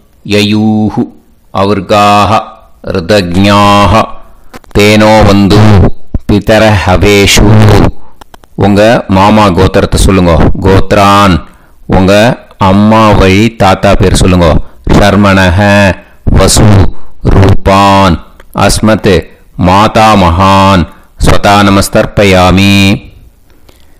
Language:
Tamil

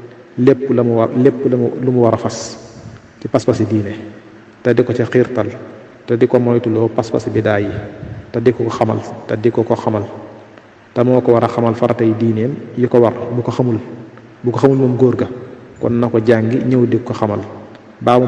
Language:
Wolof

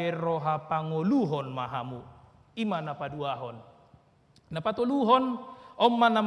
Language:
Batak Toba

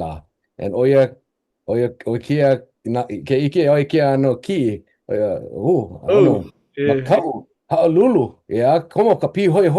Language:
Hawaiian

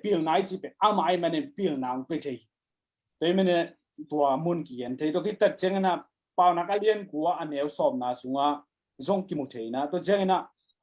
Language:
Tedim Chin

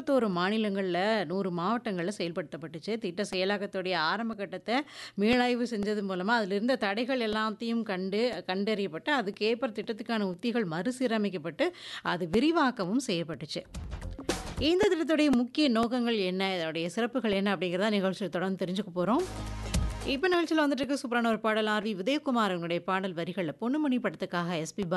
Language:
Tamil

